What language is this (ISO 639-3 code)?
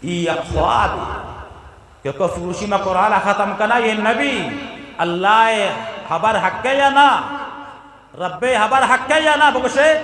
bgp